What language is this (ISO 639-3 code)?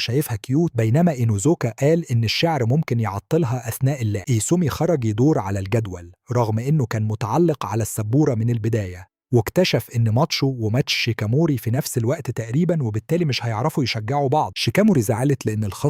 arz